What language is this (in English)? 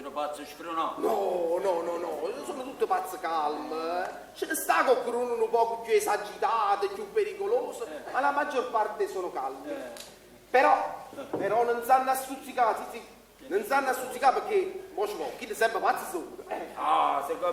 Neapolitan